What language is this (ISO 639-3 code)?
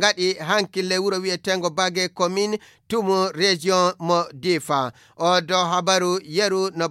ful